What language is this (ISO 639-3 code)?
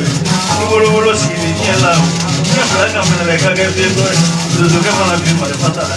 bam